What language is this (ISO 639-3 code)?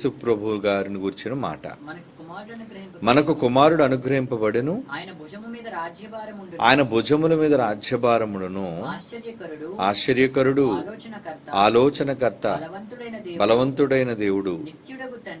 tel